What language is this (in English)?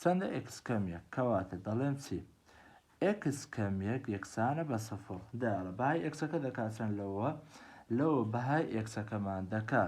Central Kurdish